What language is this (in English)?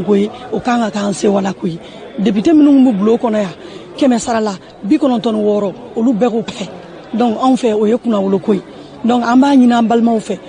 Bambara